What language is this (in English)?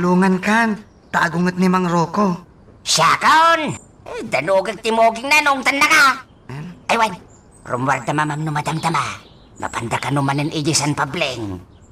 Iloko